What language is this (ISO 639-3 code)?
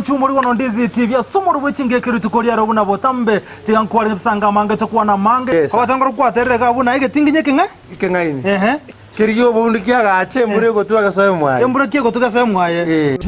guz